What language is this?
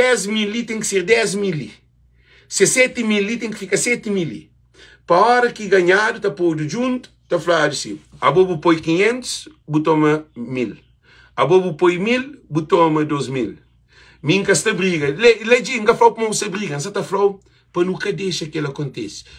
Kabuverdianu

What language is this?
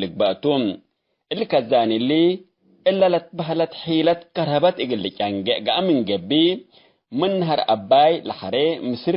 Tigre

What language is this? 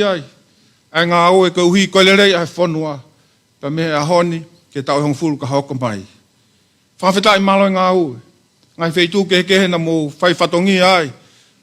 Tongan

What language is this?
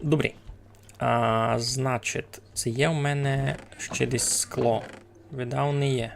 Rusyn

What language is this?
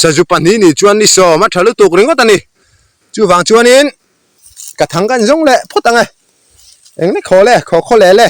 Mizo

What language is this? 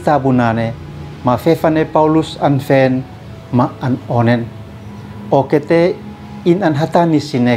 Uab Meto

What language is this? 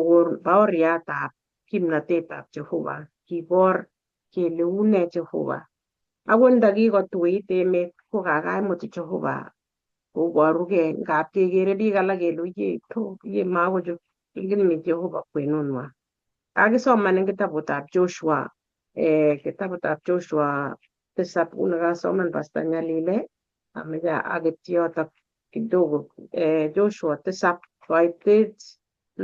Kalenjin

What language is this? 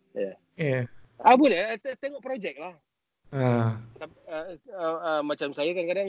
Malay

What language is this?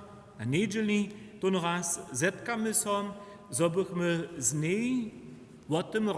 Upper Sorbian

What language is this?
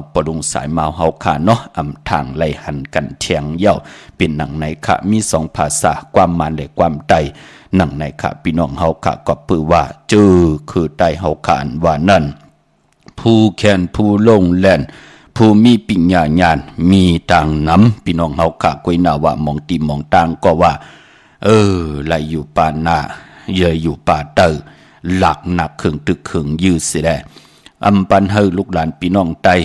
Shan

